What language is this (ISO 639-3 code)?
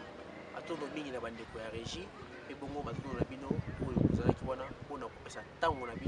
lin